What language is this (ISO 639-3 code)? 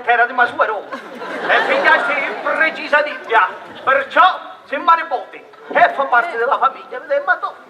scn